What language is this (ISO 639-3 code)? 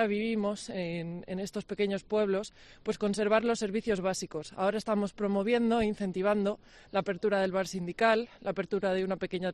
spa